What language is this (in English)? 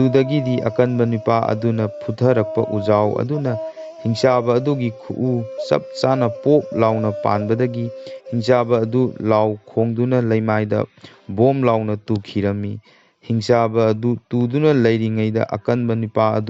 Manipuri